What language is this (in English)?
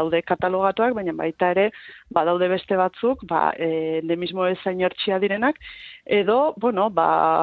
Basque